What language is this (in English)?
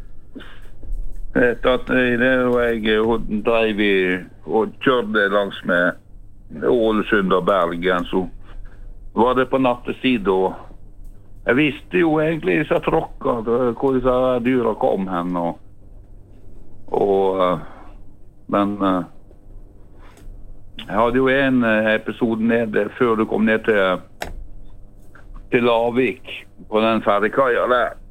Norwegian